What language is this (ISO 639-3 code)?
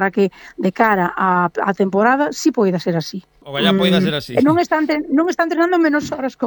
glg